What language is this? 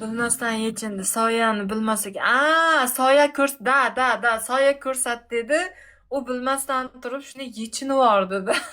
Uzbek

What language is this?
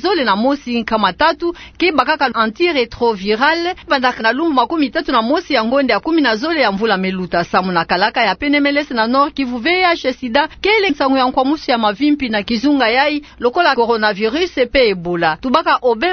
Kituba (Democratic Republic of Congo)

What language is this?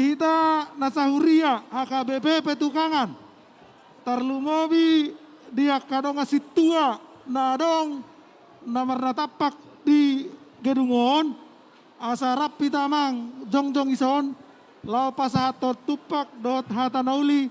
Batak Toba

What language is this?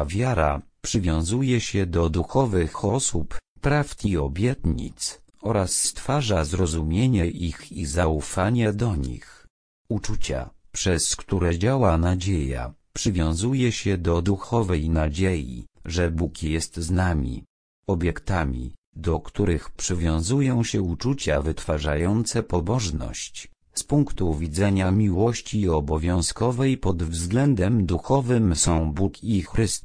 Polish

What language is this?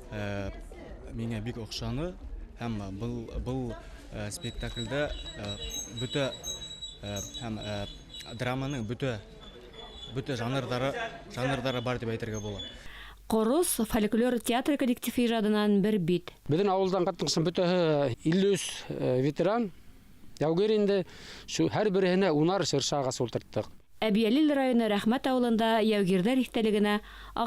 Bashkir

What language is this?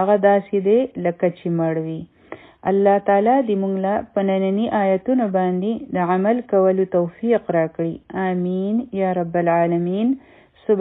Pashto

